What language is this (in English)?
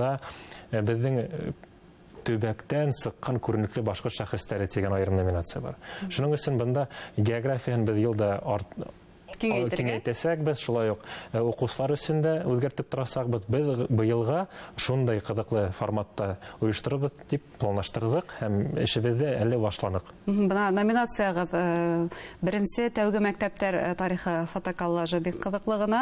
Bashkir